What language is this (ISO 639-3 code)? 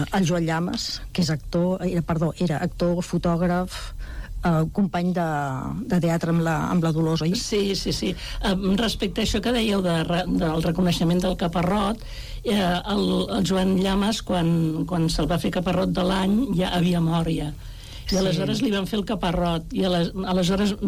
cat